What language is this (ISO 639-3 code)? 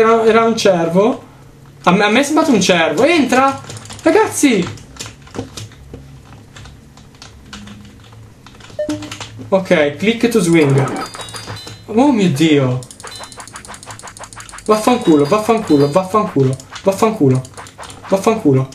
ita